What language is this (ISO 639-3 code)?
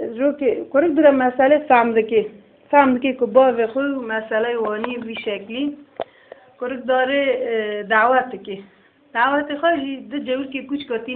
kur